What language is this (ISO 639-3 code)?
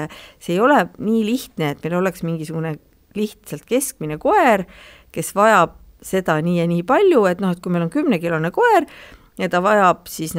est